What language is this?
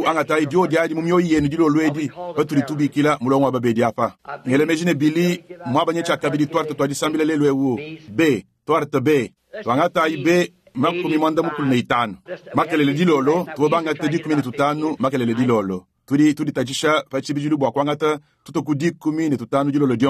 Luba-Lulua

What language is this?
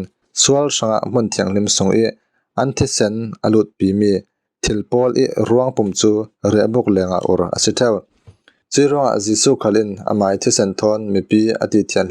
Falam Chin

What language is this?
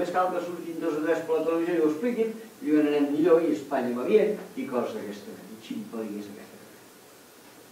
Catalan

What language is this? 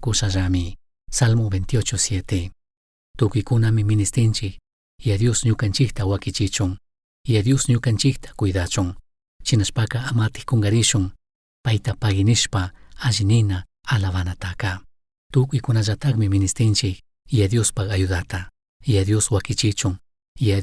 Chimborazo Highland Quichua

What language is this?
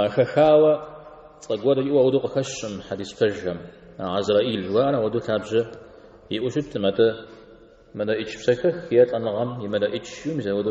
Kabardian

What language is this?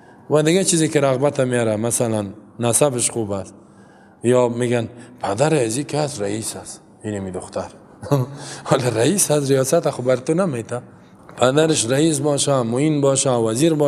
Persian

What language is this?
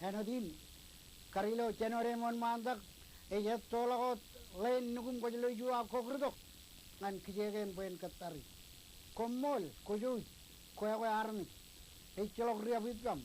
Marshallese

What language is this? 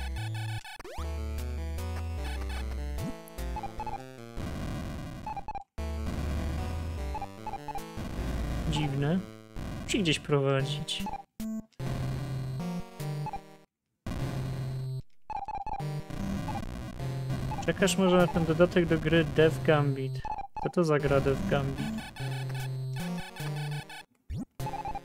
Polish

